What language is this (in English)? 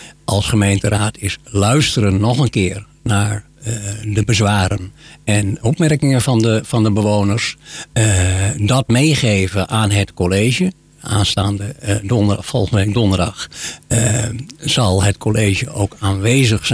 Dutch